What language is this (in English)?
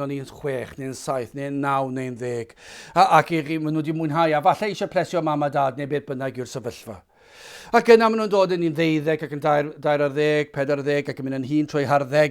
Welsh